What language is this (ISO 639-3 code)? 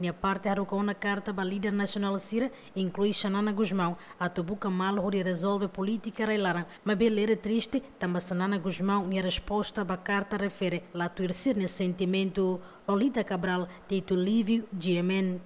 tet